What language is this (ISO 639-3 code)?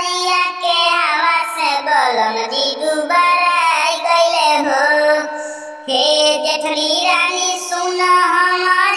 bho